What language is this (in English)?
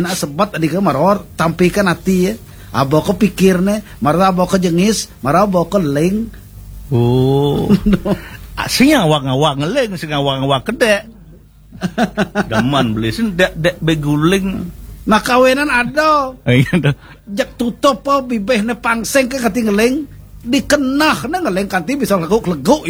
Balinese